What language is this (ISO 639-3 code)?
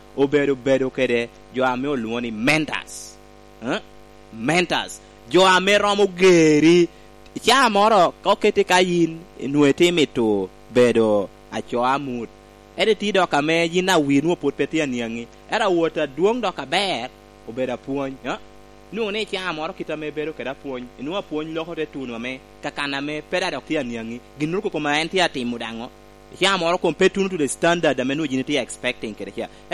laj